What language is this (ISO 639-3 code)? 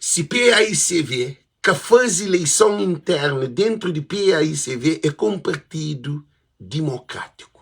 kea